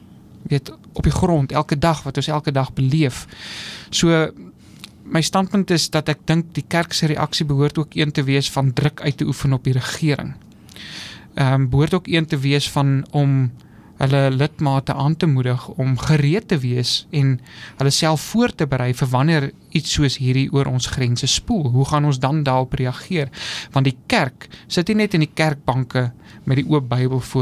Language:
Afrikaans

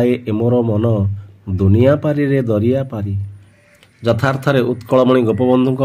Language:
Odia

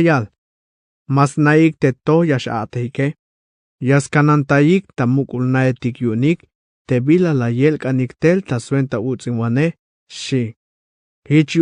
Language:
Tzeltal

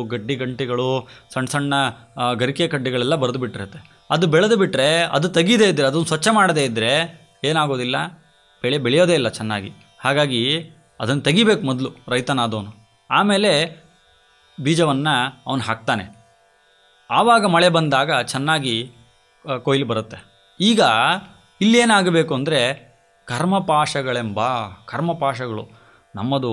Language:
Kannada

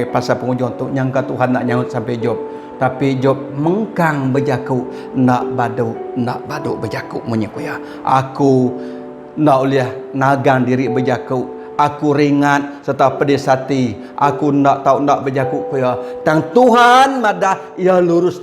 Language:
Iban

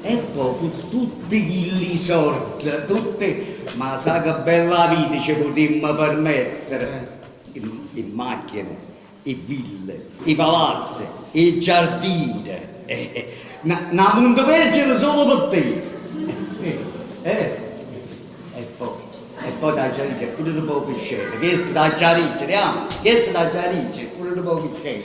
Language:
Neapolitan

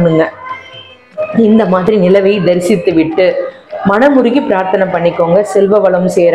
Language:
Tamil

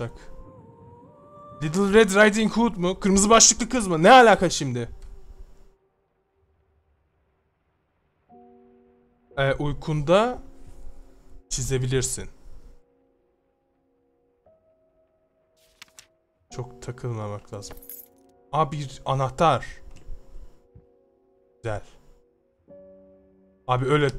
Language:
Turkish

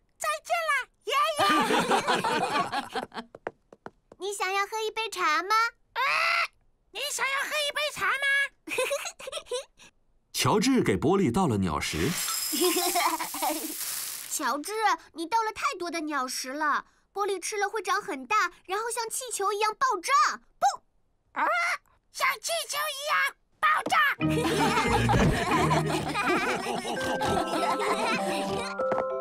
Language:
Chinese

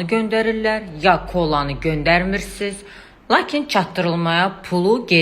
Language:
Azerbaijani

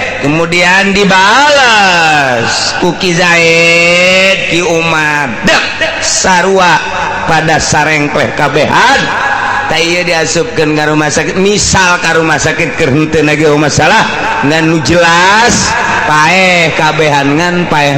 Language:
Sundanese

